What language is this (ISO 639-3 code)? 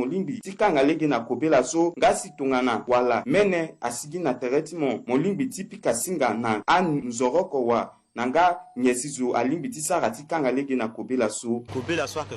sag